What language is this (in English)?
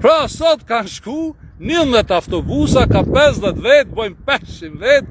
Albanian